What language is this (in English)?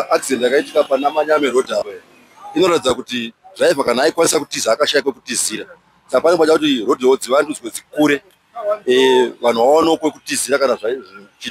Shona